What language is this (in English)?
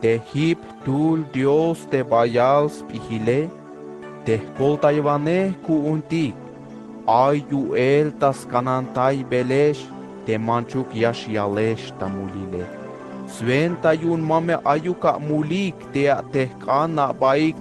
Tzeltal